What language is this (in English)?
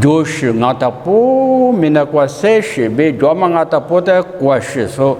Lisu